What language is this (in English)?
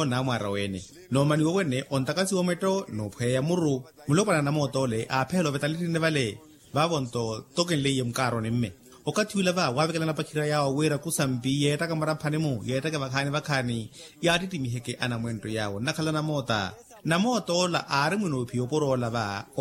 Makhuwa